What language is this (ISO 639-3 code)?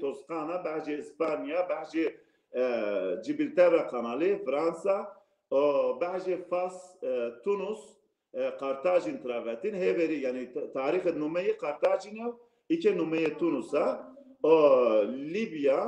zza